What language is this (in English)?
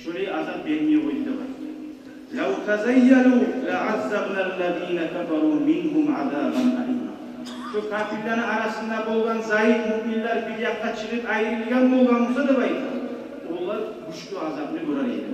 Kumyk